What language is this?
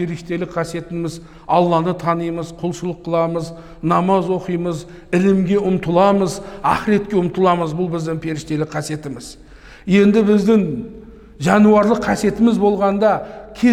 Kazakh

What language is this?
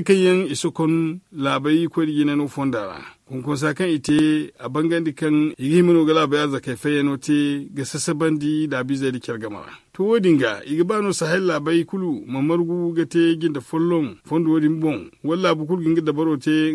Zarma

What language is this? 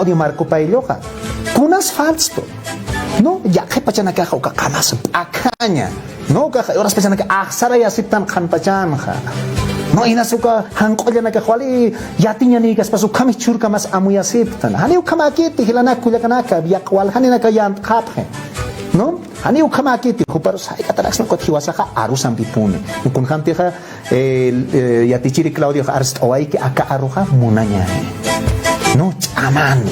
Aymara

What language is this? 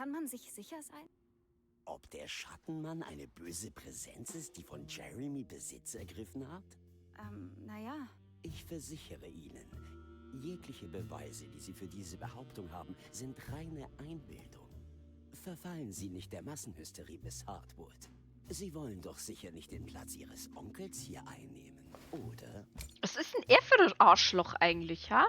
Bavarian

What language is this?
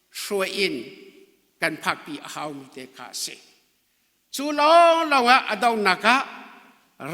Hakha Chin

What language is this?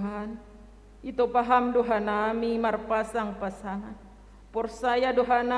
Batak Simalungun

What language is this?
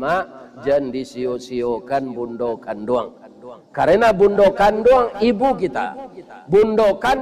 Minangkabau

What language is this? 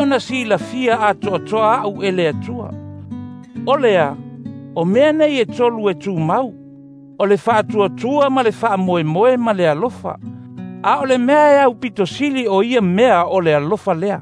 Samoan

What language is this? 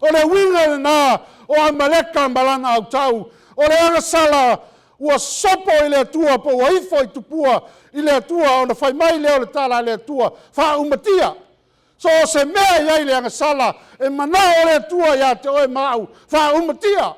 Samoan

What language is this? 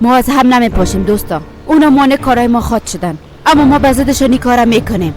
Persian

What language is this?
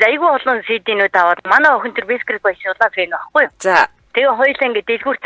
Mongolian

